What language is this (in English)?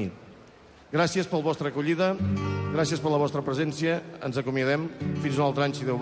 Catalan